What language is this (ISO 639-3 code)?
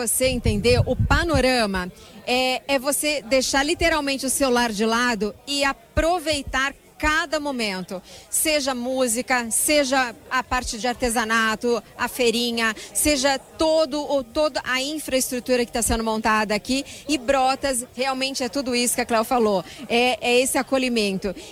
por